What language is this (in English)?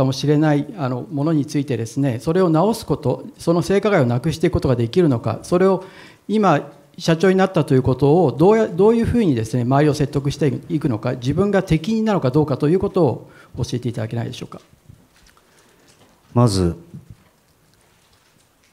Japanese